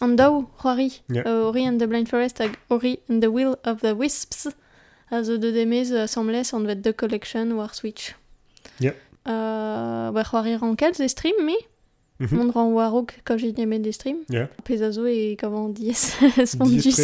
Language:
Breton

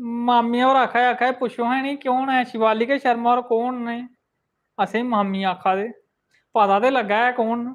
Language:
Dogri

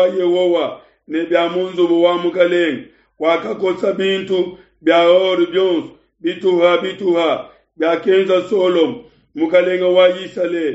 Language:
Luba-Lulua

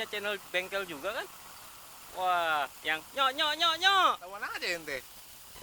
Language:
Betawi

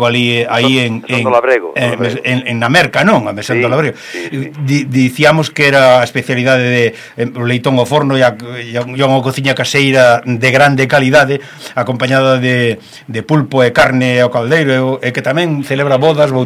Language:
Galician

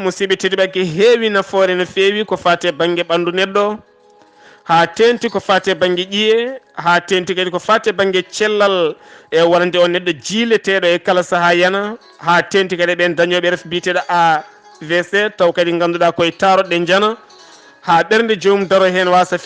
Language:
Fula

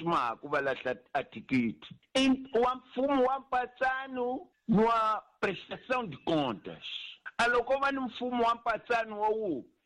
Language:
Tsonga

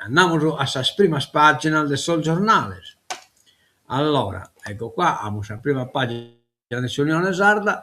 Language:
Sardinian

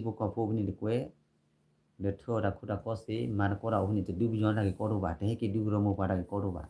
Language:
S'gaw Karen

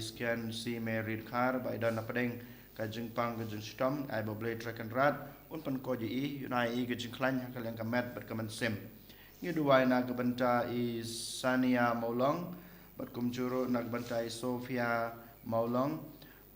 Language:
Khasi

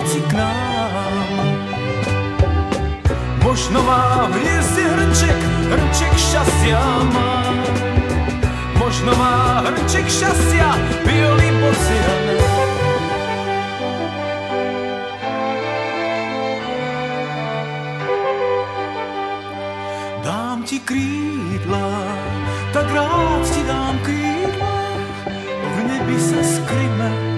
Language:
Slovak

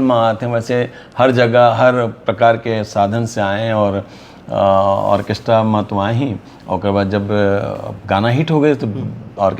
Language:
Chhattisgarhi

